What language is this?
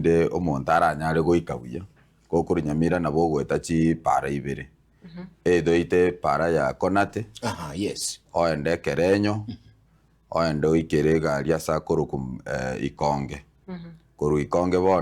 Gusii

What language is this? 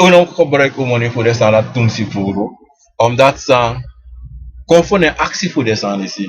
Sranan Tongo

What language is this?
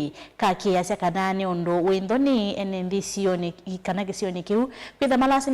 Kamba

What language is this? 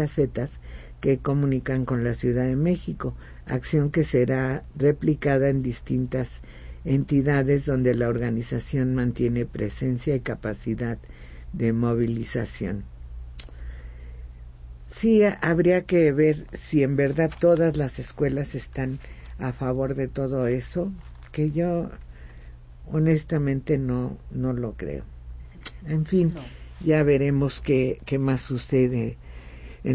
Spanish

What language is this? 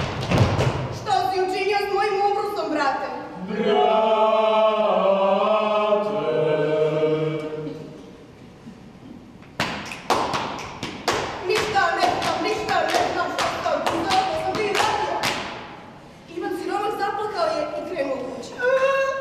Croatian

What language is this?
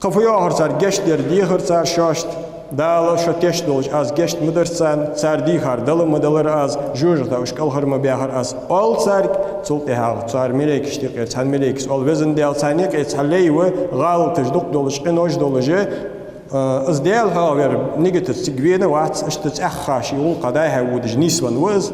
Ingush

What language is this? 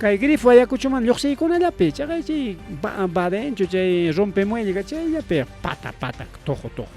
Ayacucho Quechua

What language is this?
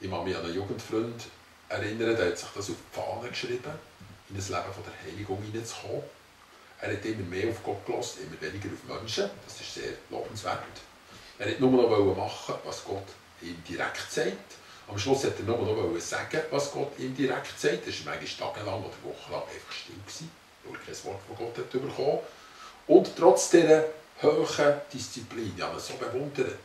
Swiss German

